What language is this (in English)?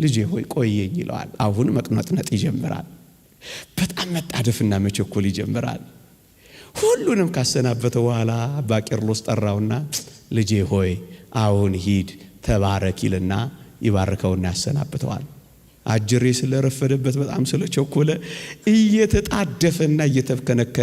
Amharic